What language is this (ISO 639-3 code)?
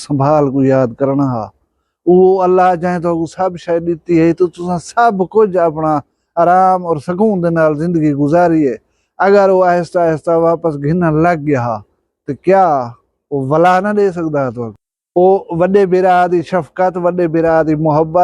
skr